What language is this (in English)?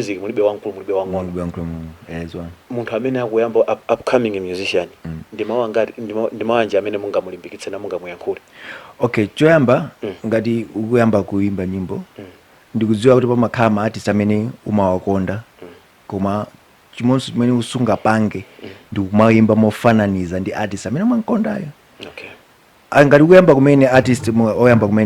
Nyanja